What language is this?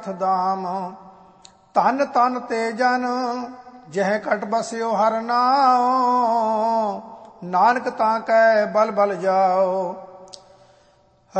Punjabi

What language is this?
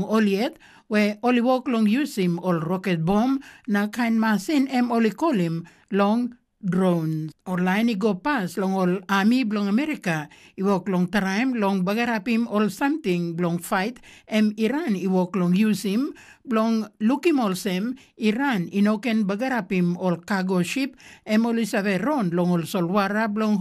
Tok Pisin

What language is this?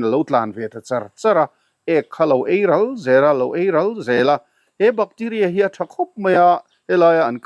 Mizo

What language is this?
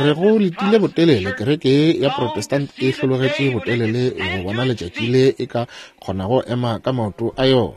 Northern Sotho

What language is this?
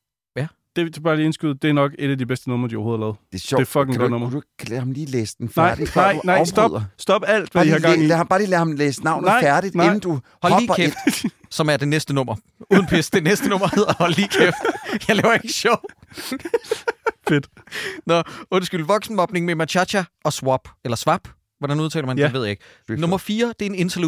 Danish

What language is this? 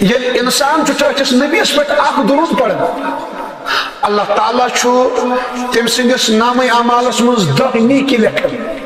Kashmiri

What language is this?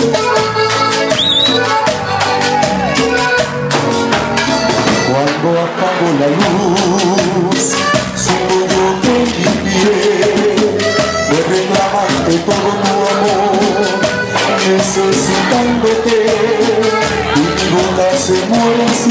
Spanish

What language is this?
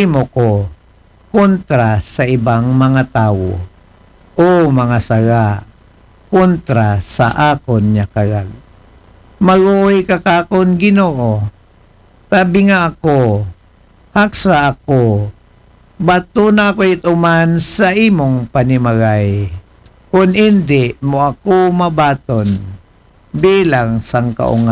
Aklanon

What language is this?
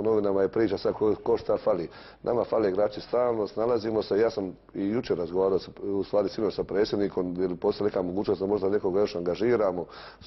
Croatian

